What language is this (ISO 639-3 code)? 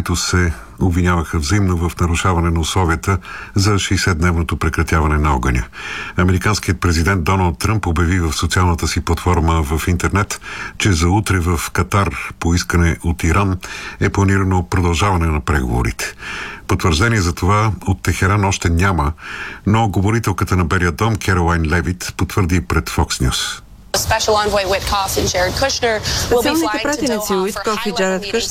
bul